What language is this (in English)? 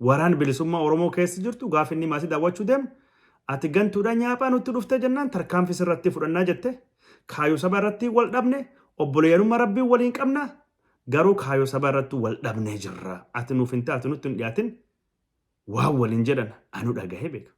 Oromo